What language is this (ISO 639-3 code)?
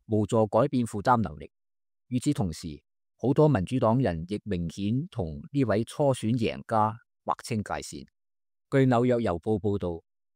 yue